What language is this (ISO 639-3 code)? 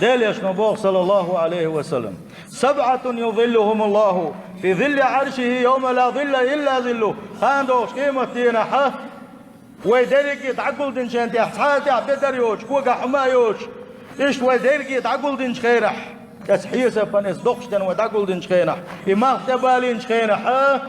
che